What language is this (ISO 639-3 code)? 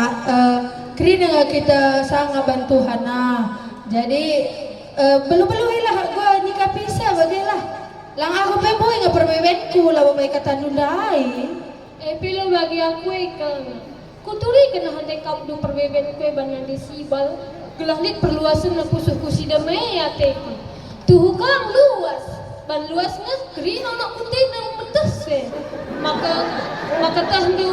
btx